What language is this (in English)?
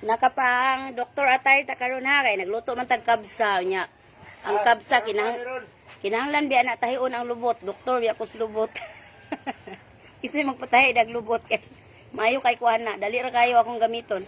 Cebuano